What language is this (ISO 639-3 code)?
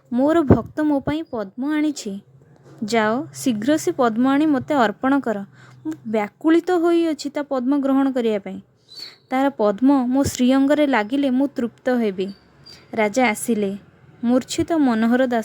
ori